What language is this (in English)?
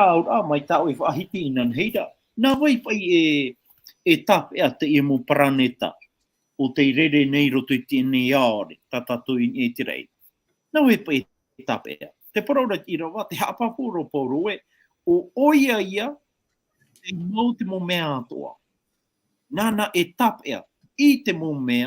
Tahitian